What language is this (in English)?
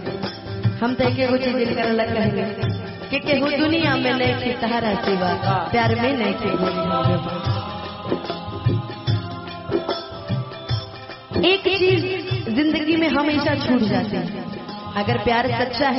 Bhojpuri